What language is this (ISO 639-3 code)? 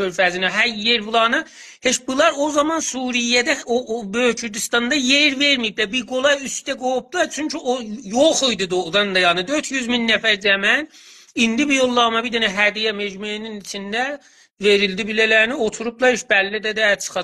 azb